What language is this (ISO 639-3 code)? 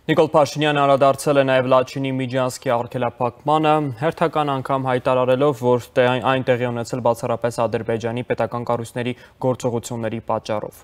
hye